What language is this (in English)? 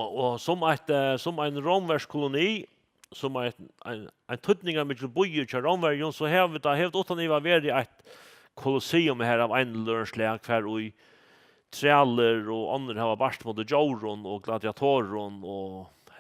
Faroese